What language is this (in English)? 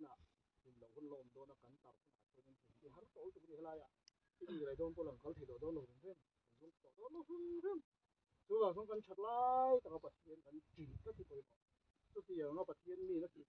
Mizo